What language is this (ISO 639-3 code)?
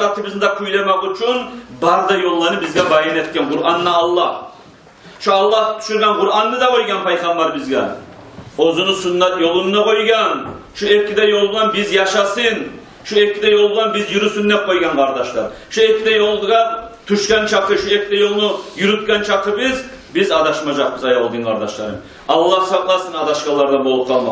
kum